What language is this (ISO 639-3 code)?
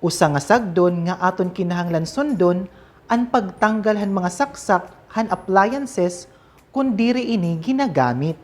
war